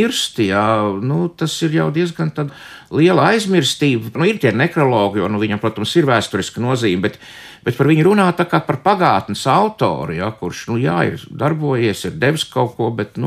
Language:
Latvian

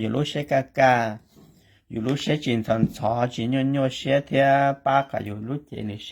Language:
Hmong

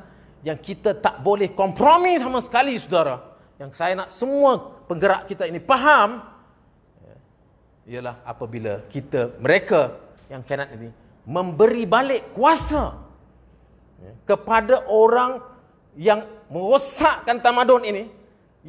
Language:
Malay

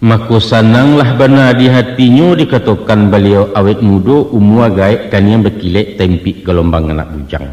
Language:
Minangkabau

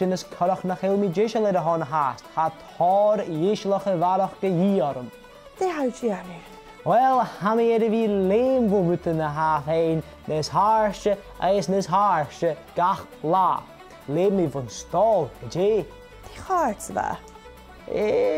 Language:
Scottish Gaelic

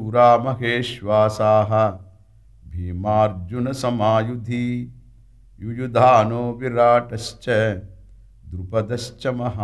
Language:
Sanskrit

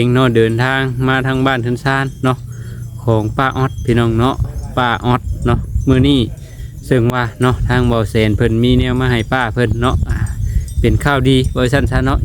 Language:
Lao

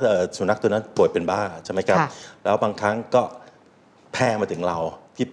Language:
Thai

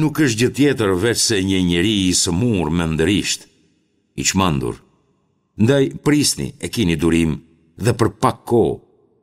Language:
Albanian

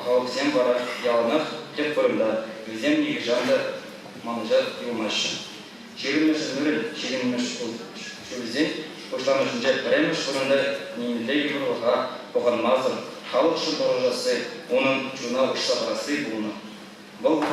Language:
Chuvash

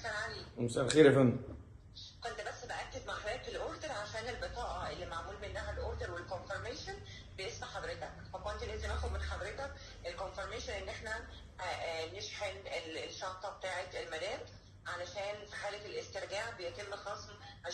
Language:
Egyptian Arabic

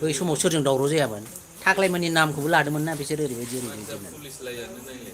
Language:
Bodo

